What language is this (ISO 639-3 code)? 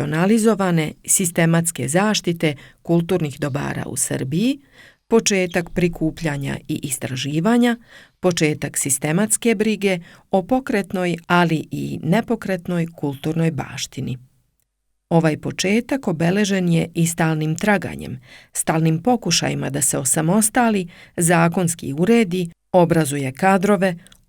srp